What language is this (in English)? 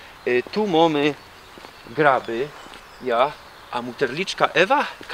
Silesian